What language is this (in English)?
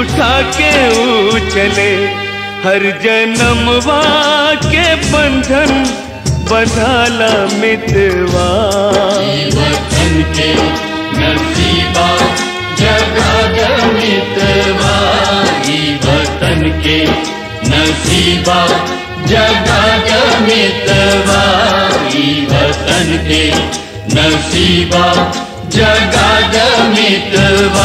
Bhojpuri